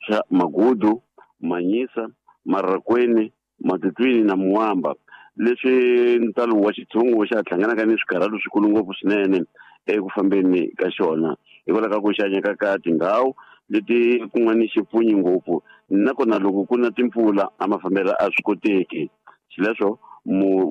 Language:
Tsonga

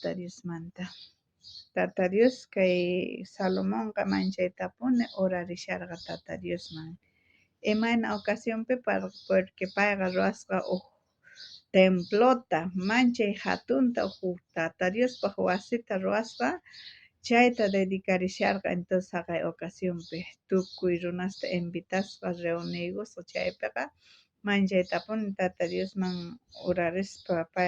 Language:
South Bolivian Quechua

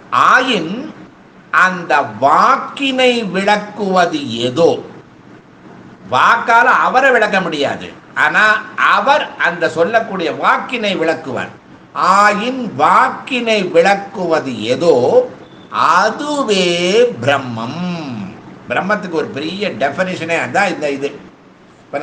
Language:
Tamil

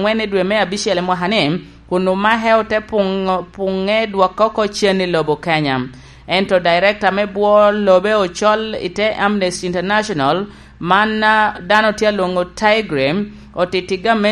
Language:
Lango (Uganda)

